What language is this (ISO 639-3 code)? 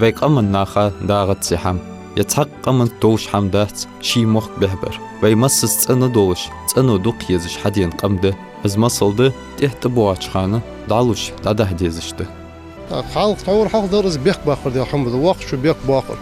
inh